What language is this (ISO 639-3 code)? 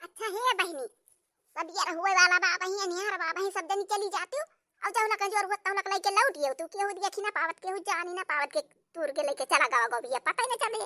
awa